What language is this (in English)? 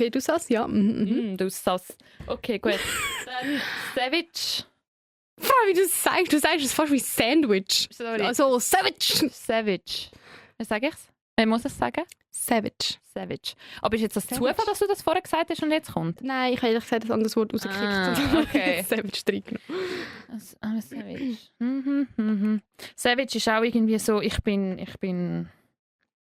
Swiss German